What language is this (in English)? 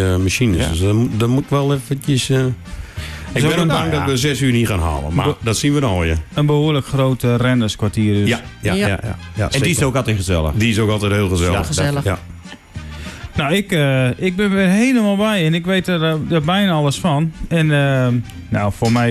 Dutch